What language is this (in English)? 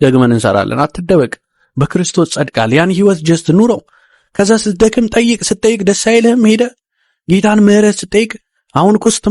Amharic